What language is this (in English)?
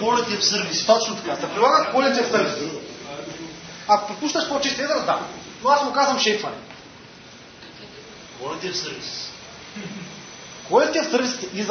Bulgarian